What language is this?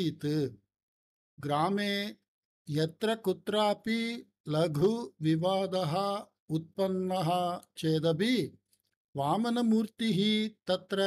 Sanskrit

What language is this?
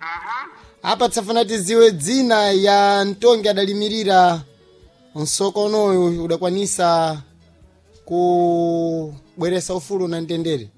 Sena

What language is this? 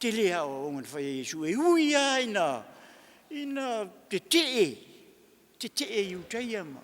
Samoan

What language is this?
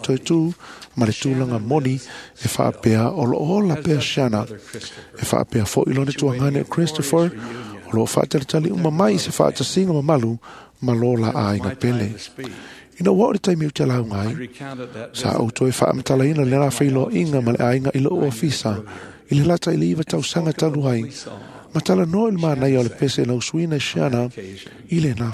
Samoan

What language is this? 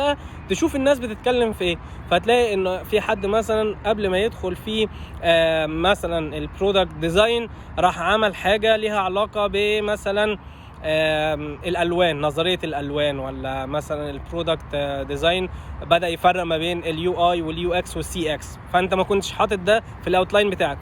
Egyptian Arabic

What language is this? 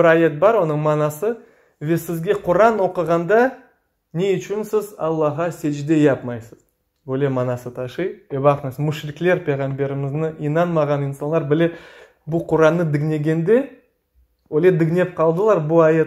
Crimean Tatar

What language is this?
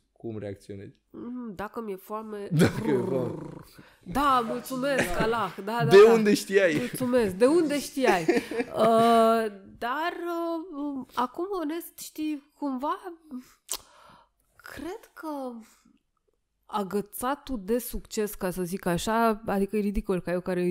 Romanian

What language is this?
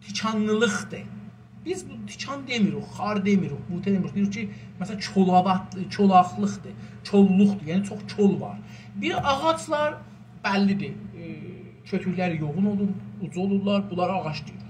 South Azerbaijani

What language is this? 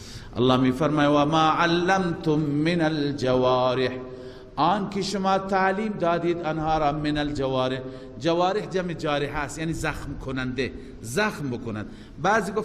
Persian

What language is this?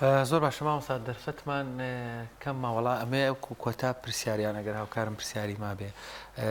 Central Kurdish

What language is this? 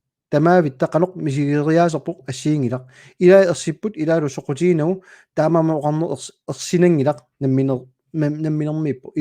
Kalaallisut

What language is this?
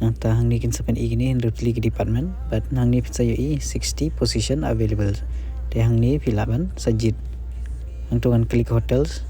Khasi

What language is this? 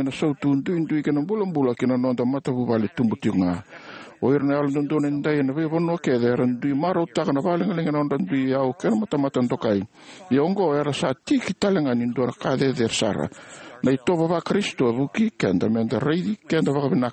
Fijian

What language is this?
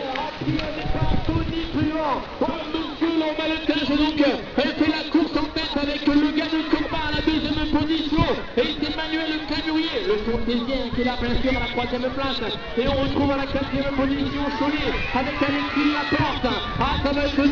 French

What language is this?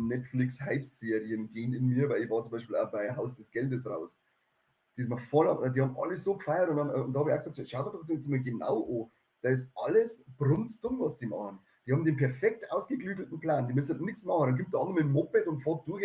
Bavarian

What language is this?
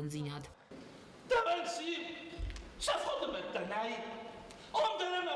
Ossetic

